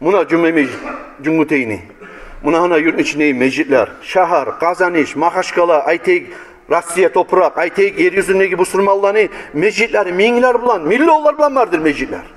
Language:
Kumyk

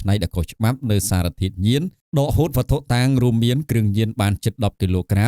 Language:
Khmer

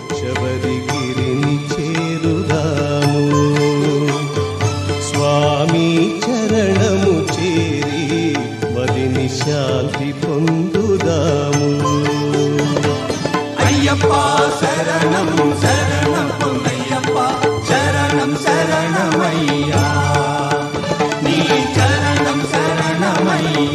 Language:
Telugu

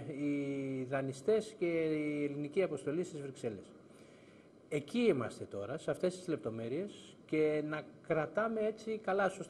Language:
Greek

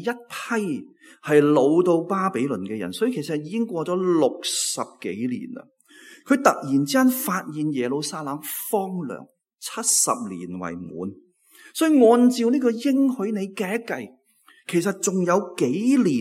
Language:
Cantonese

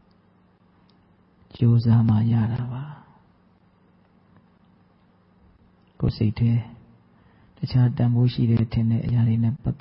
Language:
Burmese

